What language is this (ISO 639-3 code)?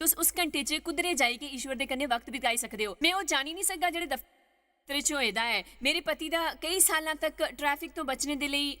doi